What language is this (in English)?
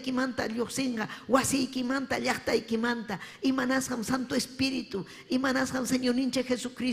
Ayacucho Quechua